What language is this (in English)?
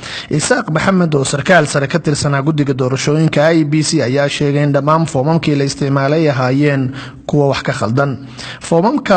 Somali